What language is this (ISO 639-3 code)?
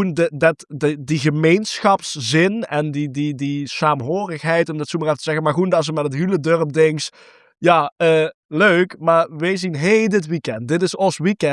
lim